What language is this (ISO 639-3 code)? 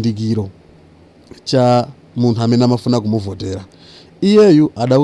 nya